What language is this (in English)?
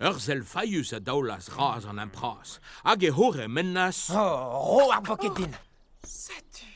Breton